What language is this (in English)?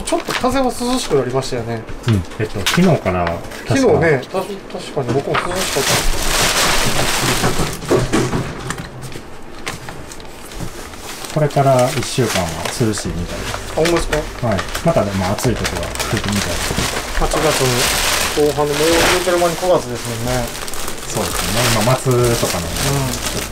Japanese